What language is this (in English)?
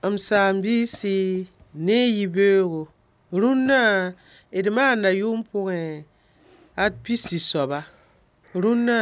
Mossi